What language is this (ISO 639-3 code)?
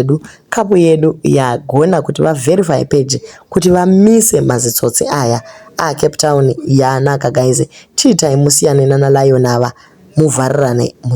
sna